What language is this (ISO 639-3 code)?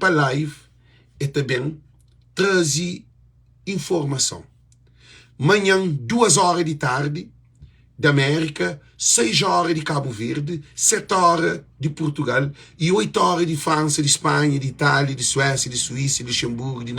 kea